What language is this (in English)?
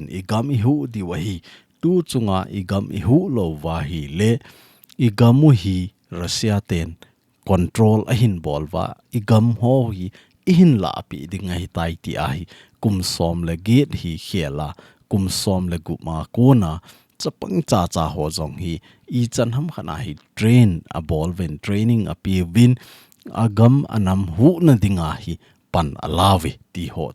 Thado Chin